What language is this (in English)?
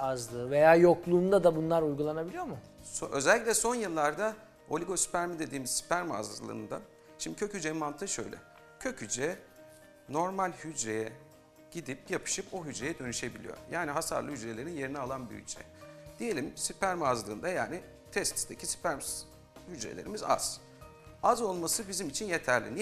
Turkish